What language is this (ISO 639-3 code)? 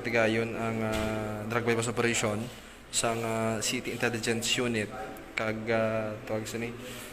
hil